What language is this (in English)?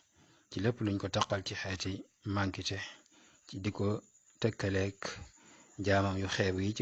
Wolof